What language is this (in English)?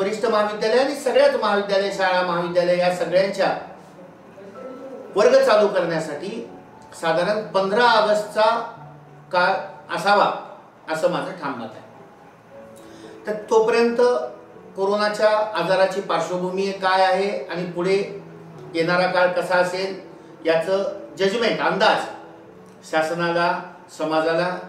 Marathi